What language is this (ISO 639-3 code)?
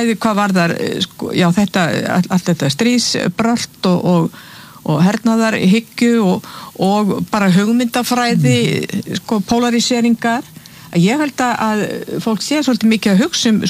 isl